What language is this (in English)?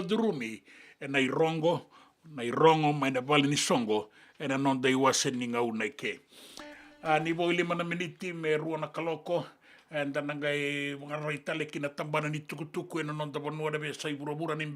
Fijian